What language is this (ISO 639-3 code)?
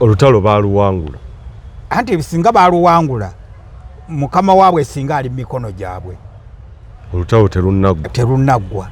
lug